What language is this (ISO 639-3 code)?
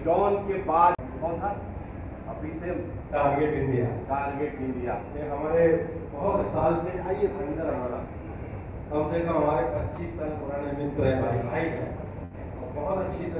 hin